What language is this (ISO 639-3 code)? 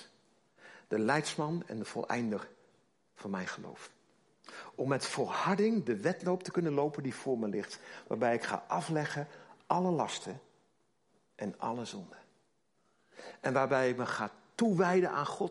nld